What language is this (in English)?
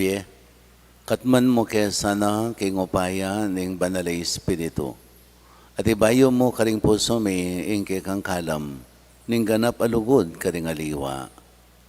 Pampanga